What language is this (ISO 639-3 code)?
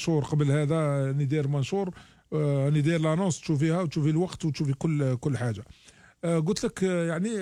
arq